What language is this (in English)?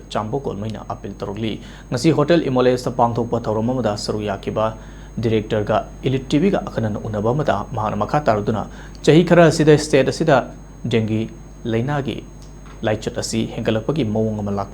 Manipuri